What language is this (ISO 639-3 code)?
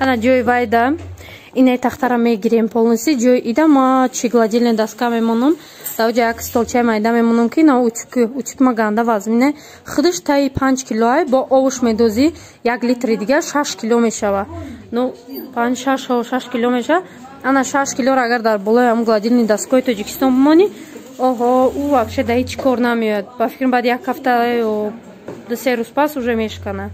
tgk